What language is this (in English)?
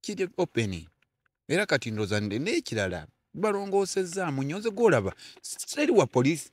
Ganda